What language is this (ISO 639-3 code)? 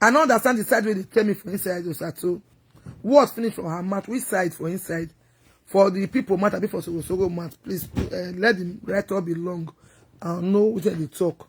pcm